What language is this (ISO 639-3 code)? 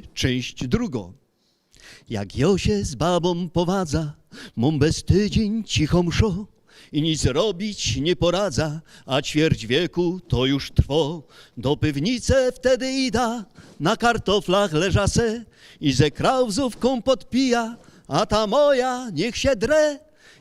szl